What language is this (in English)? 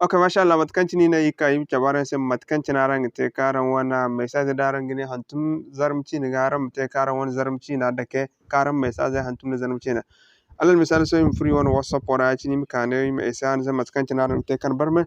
Zarma